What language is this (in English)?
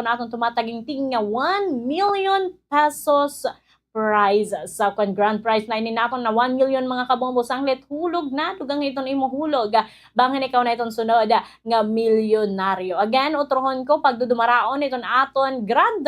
Waray